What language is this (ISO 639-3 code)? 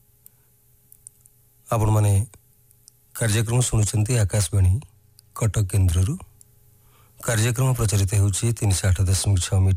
ori